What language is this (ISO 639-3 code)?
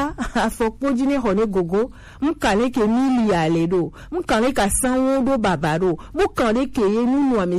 gej